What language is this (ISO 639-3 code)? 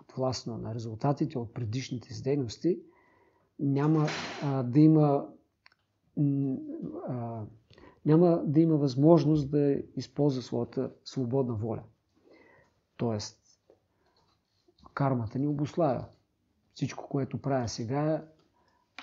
bul